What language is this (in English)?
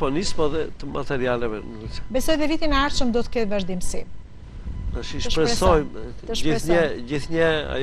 Albanian